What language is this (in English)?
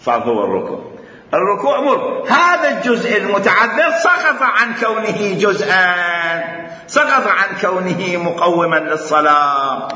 Mesopotamian Arabic